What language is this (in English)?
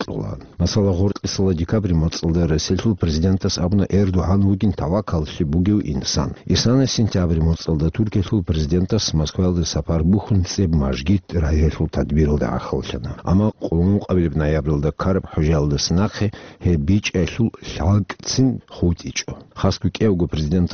Avaric